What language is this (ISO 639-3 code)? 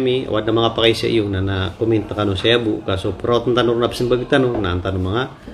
mrw